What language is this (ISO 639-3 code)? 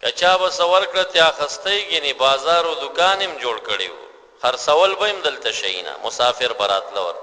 pus